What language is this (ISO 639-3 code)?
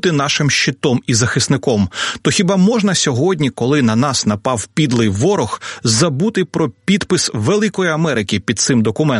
ukr